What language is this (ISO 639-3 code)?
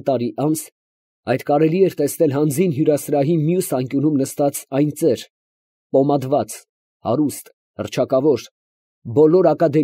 hye